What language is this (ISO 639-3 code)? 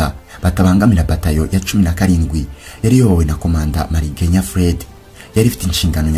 kin